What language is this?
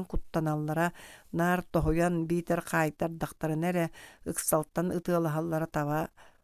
Yakut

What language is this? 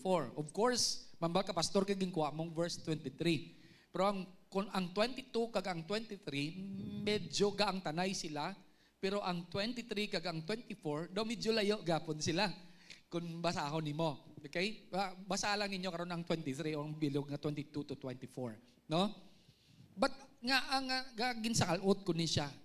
Hiligaynon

